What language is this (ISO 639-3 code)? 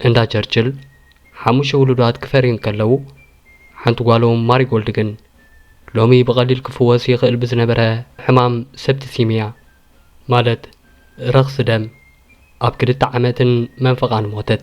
tir